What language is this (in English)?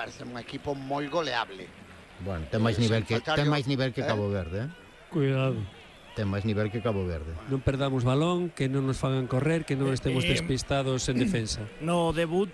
Galician